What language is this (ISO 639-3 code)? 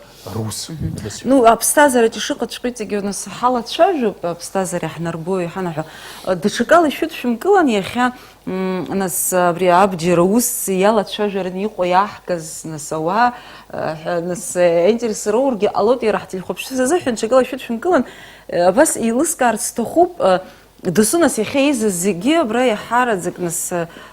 abk